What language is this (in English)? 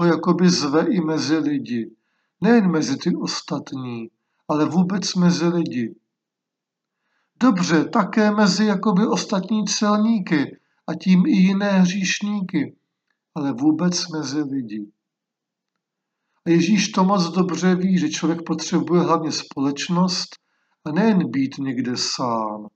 Czech